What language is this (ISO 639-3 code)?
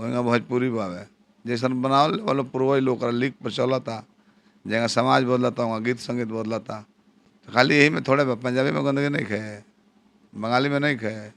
bho